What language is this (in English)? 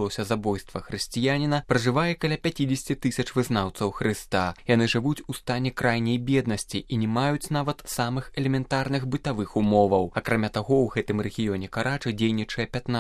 Belarusian